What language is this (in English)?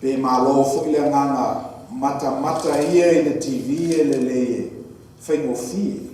Samoan